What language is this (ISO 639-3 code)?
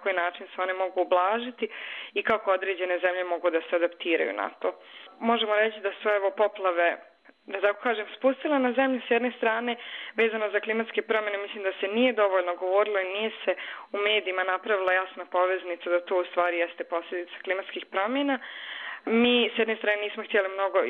bos